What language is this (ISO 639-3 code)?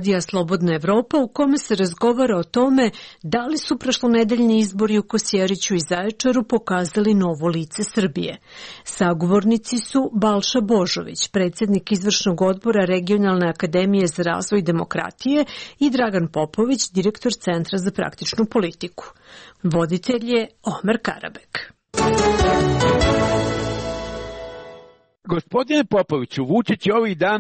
srp